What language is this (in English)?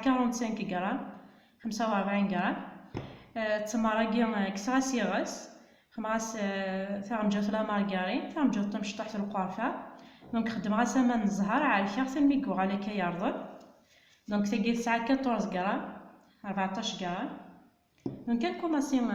Kabyle